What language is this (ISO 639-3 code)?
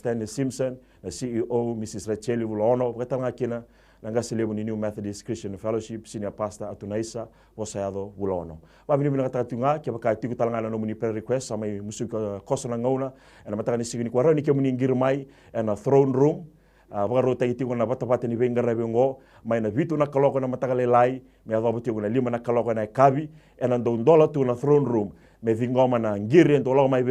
fij